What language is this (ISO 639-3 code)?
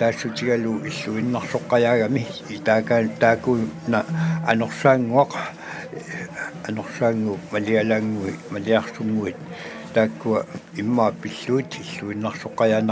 kal